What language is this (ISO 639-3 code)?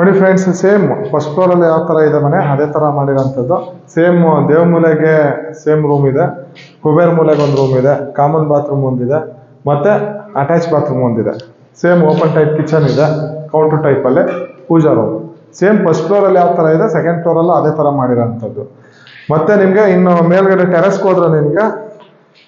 kan